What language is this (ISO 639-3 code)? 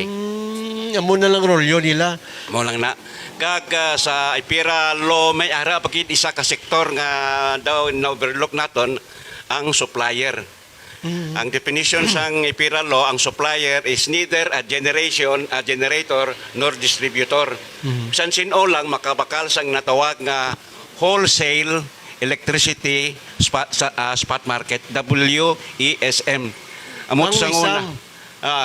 hil